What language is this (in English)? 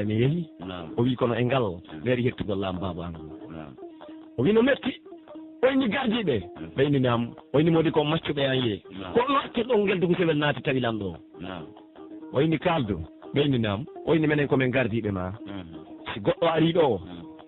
Pular